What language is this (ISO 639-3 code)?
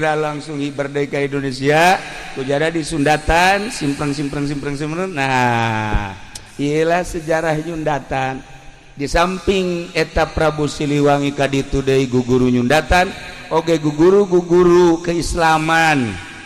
sun